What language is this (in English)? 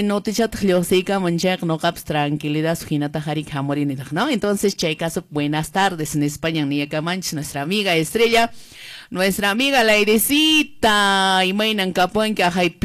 Quechua